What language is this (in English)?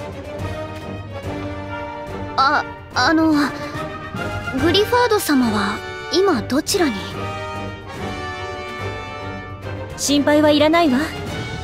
Japanese